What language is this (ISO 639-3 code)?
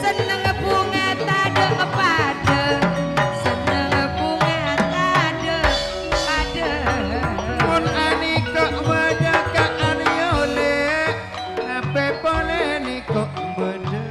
mad